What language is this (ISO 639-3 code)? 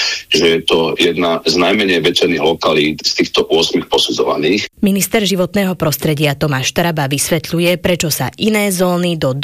slk